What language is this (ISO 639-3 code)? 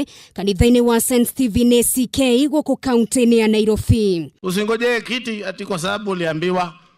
kik